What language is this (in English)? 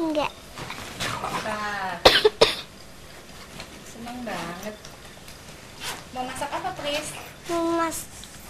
Indonesian